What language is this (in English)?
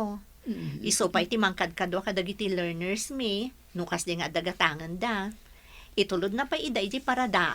Iloko